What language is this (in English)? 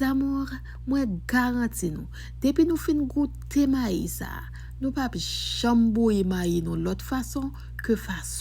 Haitian Creole